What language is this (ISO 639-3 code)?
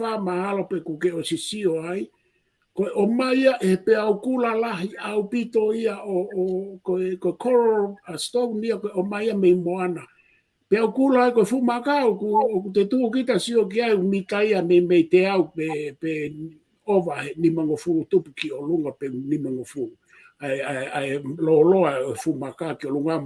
ton